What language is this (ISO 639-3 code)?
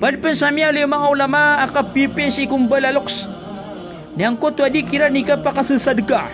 mrw